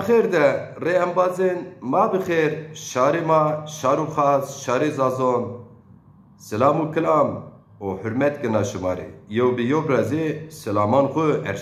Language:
Zaza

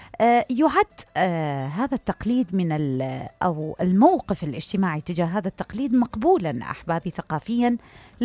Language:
Mesopotamian Arabic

